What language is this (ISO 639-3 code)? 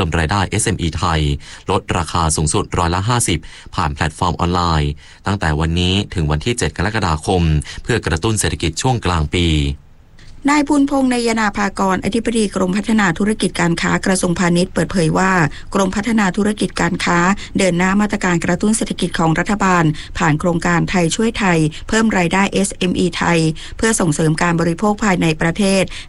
tha